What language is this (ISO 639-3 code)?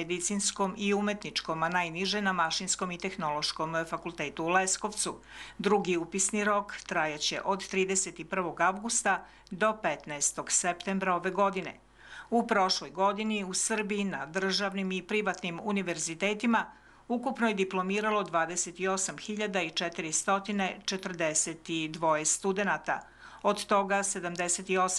srp